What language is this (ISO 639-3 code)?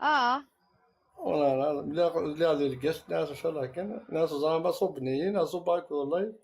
kab